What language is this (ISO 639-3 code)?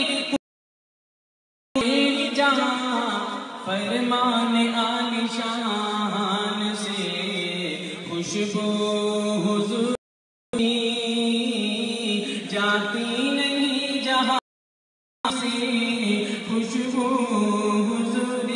urd